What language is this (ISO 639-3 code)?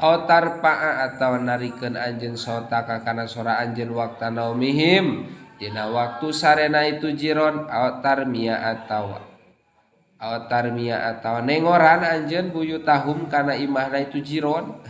sun